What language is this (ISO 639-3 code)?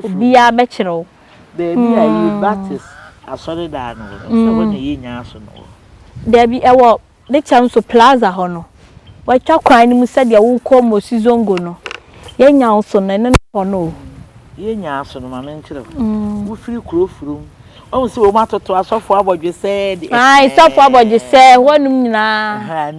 aka